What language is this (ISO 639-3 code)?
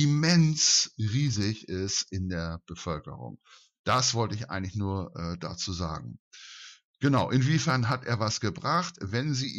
deu